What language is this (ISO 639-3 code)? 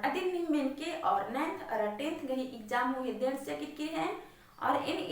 kru